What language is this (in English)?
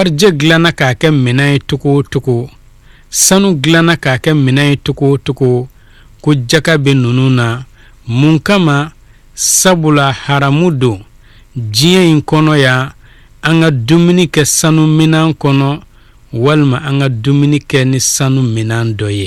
Bambara